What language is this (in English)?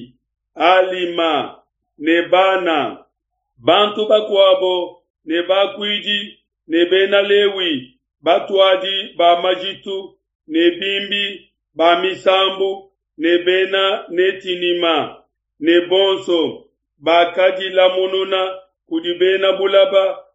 Luba-Lulua